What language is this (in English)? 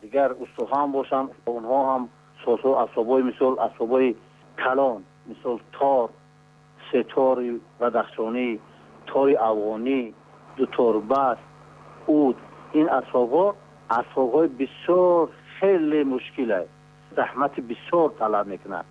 Tajik